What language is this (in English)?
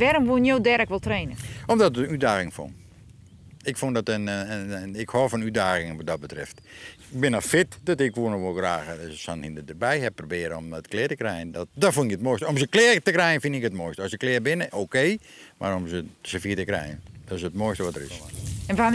Western Frisian